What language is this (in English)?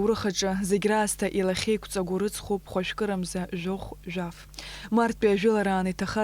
Abkhazian